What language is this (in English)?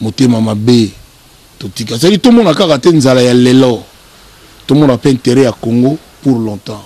Lingala